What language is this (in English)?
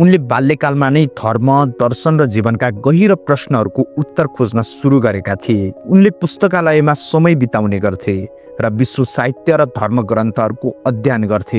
Nepali